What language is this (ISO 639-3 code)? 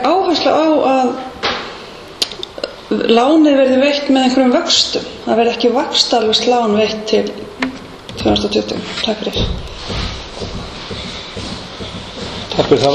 isl